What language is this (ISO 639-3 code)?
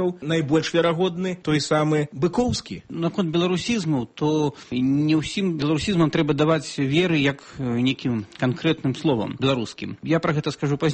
bel